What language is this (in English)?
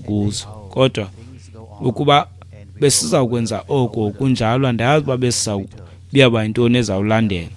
Xhosa